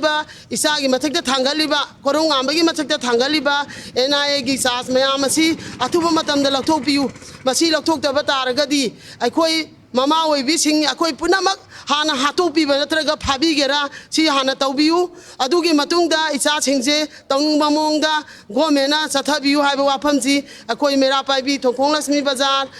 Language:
Manipuri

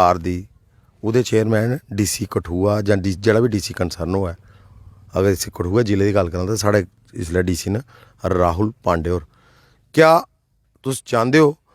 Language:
Dogri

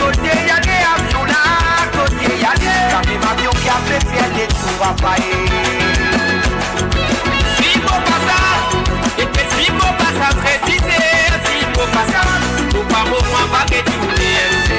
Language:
Morisyen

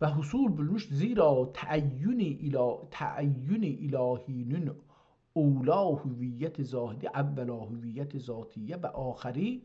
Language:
South Azerbaijani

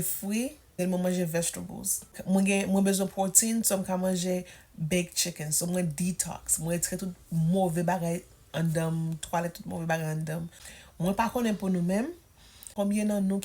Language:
Haitian Creole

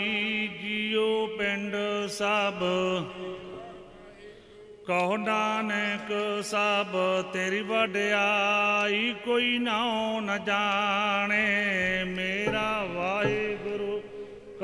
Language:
Punjabi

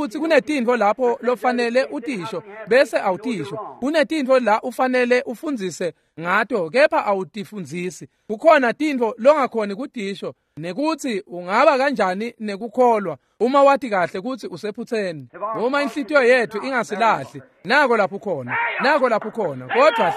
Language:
Swati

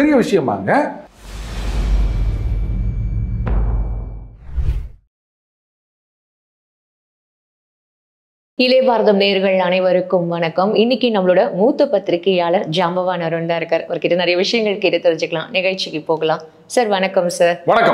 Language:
Tamil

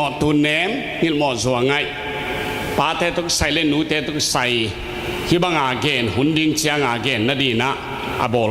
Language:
Tedim Chin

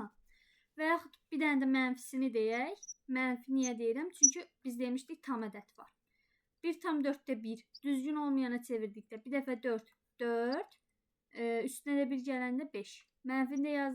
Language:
Azerbaijani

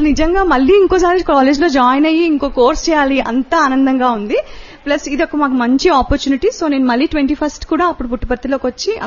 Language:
Telugu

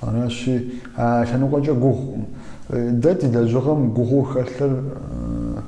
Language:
Kabardian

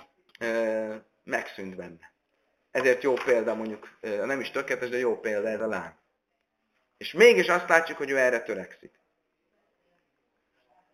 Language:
Hungarian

